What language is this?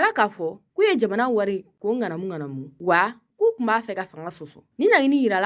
Bambara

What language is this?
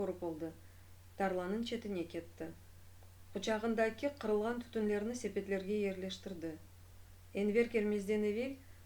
Crimean Tatar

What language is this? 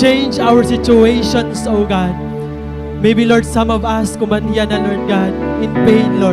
Waray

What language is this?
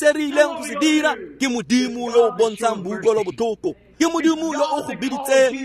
Tswana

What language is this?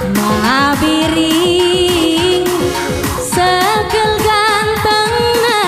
Batak Karo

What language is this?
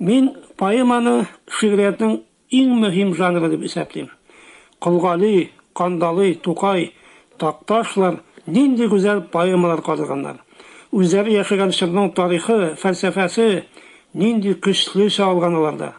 Tatar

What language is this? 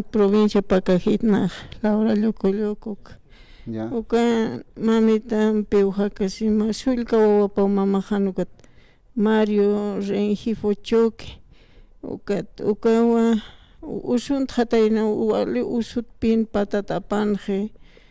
Aymara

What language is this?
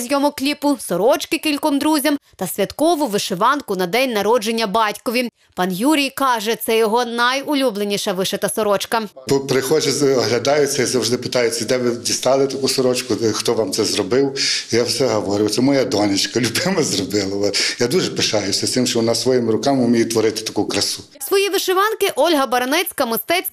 Ukrainian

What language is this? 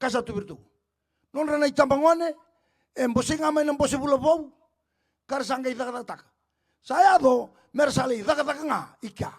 Fijian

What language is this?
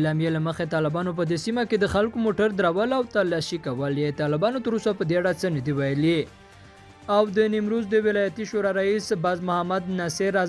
Pashto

